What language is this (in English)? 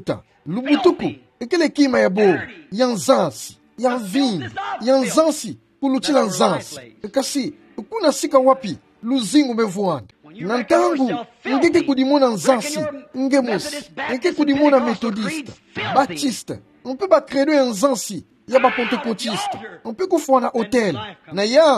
Kituba (Democratic Republic of Congo)